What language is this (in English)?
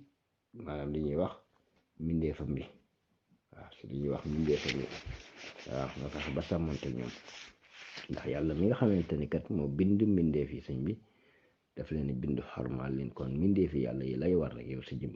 Wolof